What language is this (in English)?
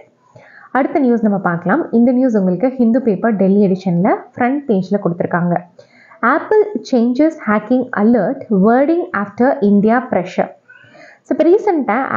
Tamil